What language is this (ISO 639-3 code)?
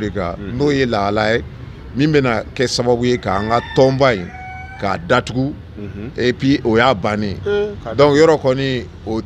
bam